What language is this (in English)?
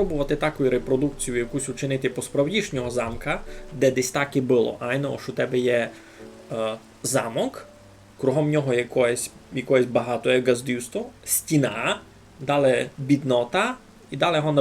Rusyn